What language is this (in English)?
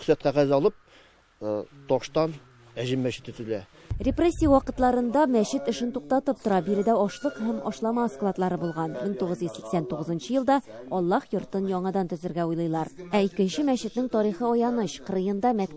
Tatar